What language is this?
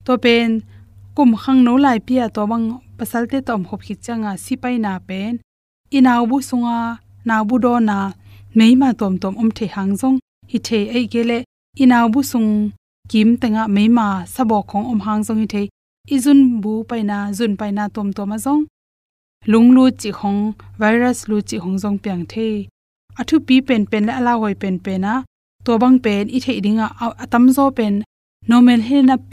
Tedim Chin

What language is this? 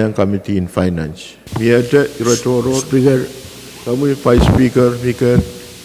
Pohnpeian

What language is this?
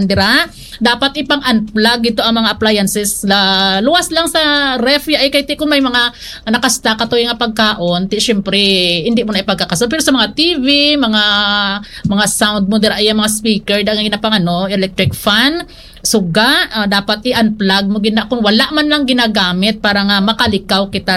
Hiligaynon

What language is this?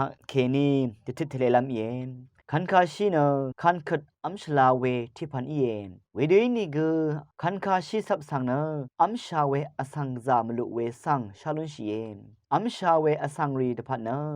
Rawang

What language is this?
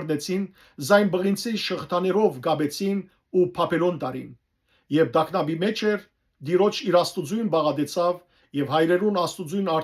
Western Armenian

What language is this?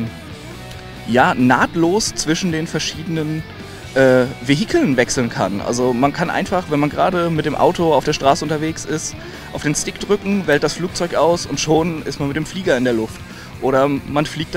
German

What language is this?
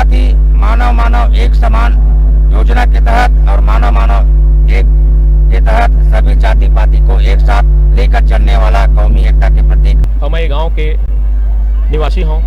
Chhattisgarhi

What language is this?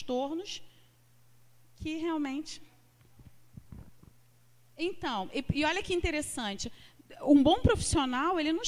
Portuguese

